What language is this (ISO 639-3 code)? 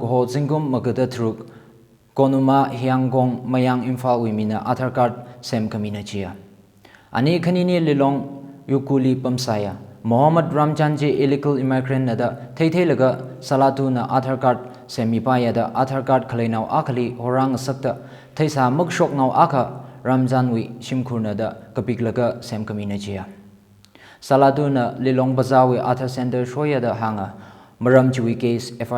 nmf